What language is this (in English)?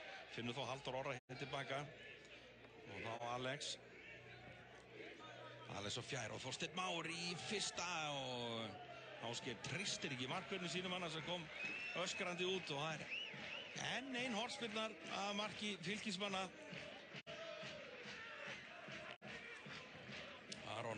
Icelandic